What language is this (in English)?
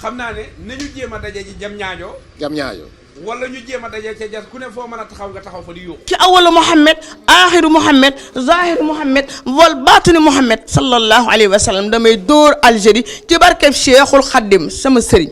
Wolof